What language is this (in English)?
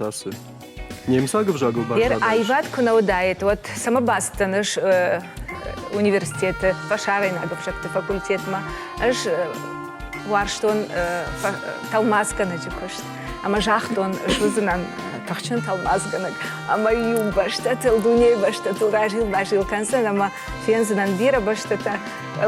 Ossetic